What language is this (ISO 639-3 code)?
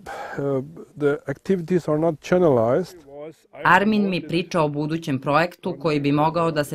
srp